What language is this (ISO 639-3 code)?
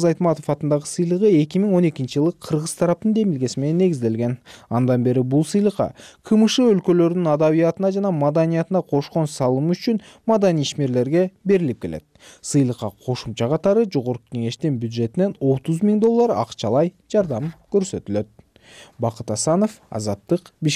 kir